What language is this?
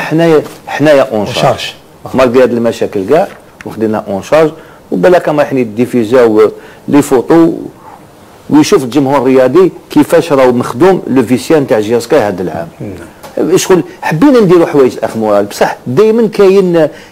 Algerian Arabic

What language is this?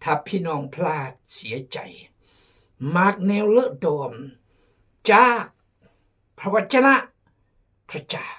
Khmu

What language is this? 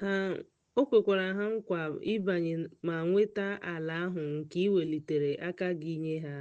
Igbo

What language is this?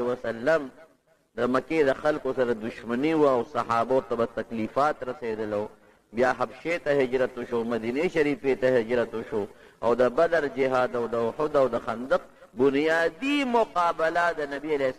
Pashto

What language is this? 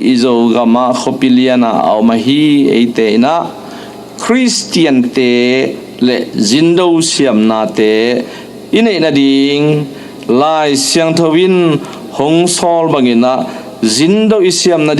Tedim Chin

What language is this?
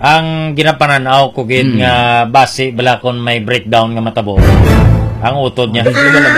Hiligaynon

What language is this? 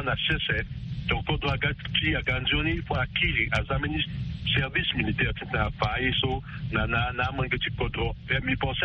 Sango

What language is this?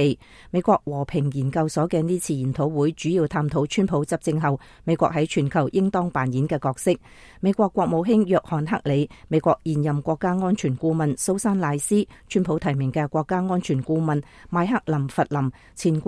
Cantonese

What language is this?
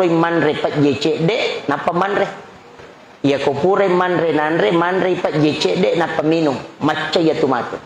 Buginese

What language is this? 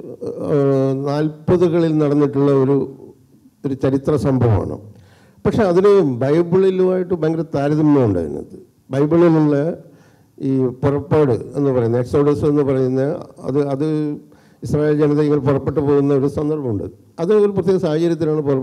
Malayalam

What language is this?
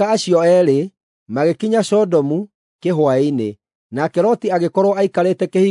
Kikuyu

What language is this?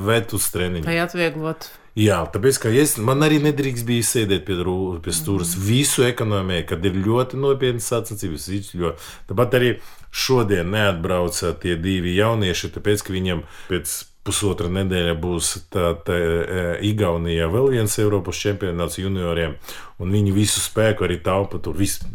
Latvian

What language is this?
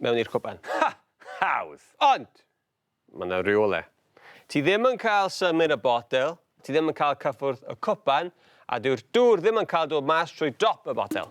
Welsh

